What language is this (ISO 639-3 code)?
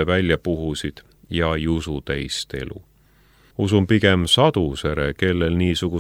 est